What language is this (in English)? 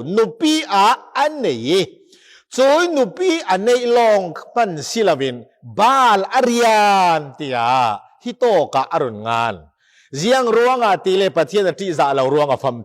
Falam Chin